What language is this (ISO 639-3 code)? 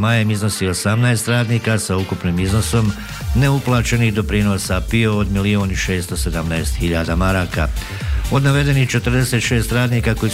bos